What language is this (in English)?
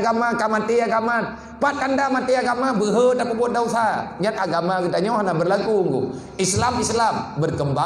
Achinese